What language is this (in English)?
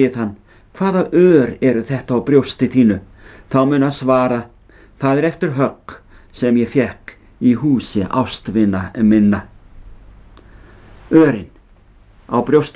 Icelandic